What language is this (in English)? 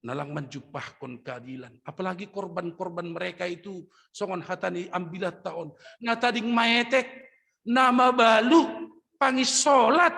Batak Simalungun